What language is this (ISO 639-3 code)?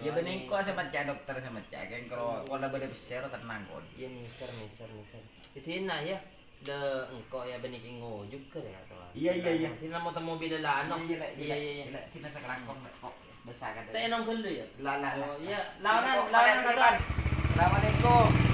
mad